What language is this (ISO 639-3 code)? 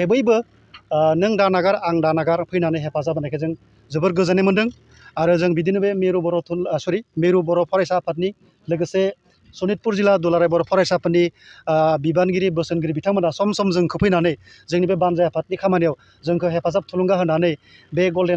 brx